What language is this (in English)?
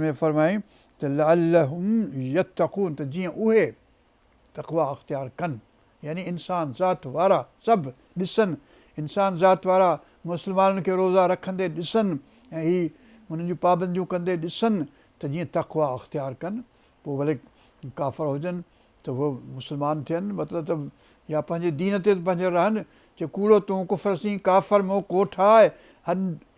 Sindhi